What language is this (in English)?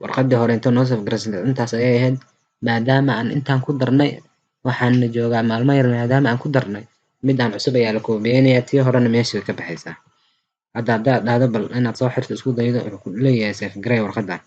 Somali